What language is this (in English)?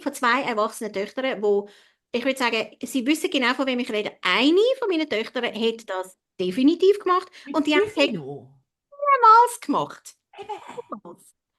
Swiss German